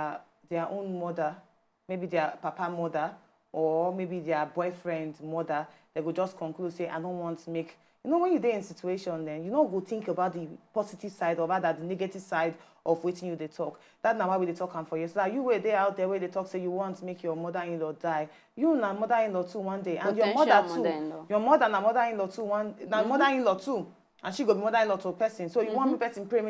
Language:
Nigerian Pidgin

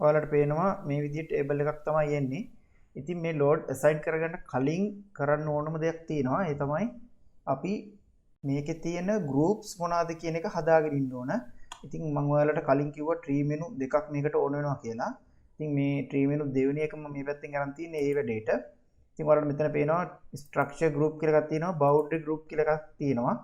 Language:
Sinhala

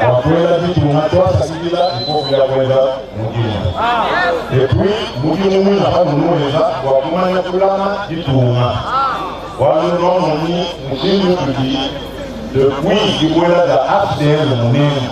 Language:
Luba-Lulua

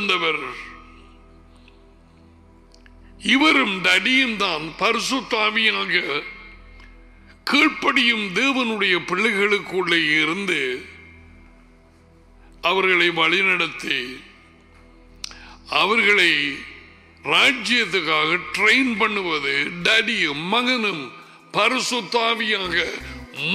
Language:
Tamil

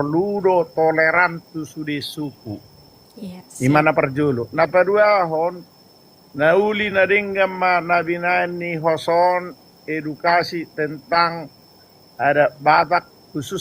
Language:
Batak Toba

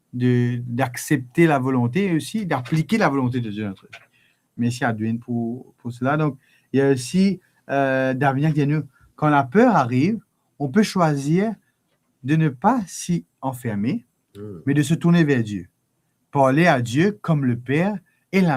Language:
Morisyen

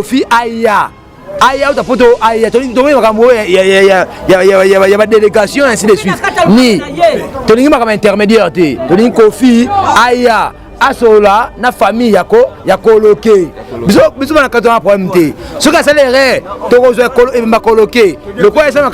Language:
Lingala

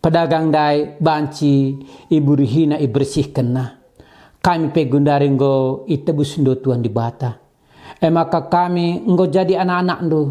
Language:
Batak Karo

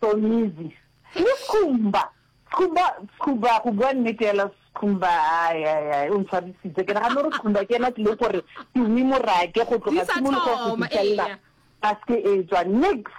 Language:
Northern Sotho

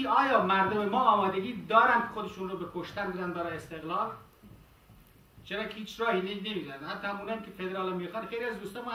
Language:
Persian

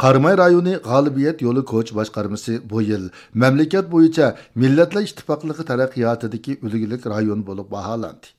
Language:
Uyghur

